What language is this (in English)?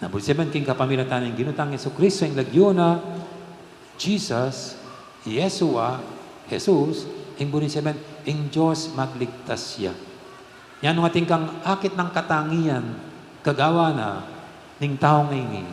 Pampanga